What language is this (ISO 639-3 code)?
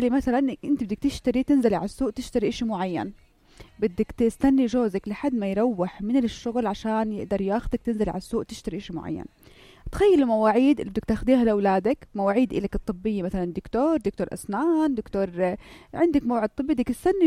apc